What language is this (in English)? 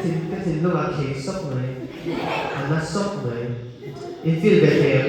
Mizo